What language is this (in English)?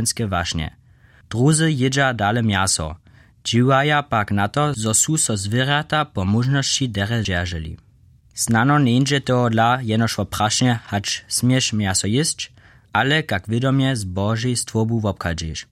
Upper Sorbian